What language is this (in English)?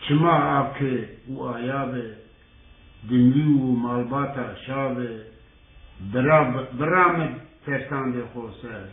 Zaza